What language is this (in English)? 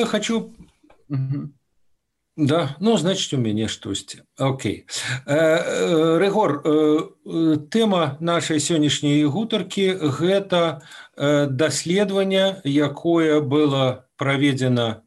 Belarusian